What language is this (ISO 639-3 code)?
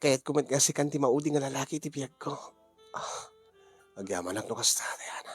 ilo